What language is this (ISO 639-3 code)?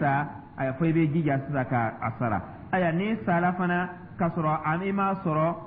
dyu